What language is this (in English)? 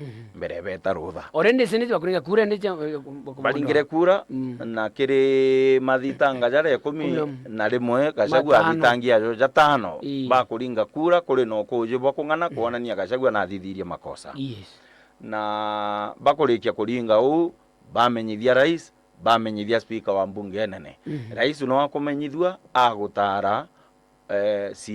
Meru